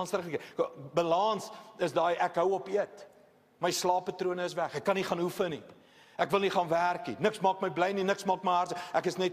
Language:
Afrikaans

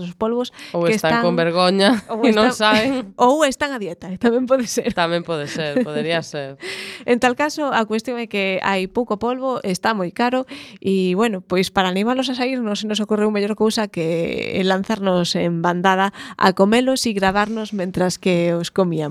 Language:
Galician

